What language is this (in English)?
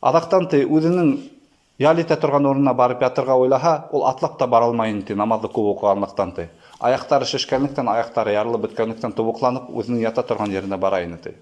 Bashkir